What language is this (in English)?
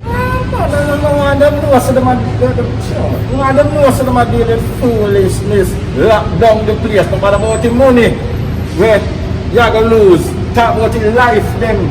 Jamaican Creole English